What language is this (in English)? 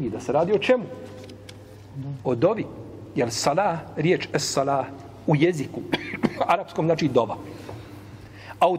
Bosnian